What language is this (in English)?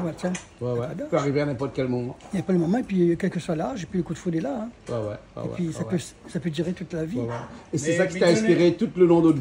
Réunion Creole French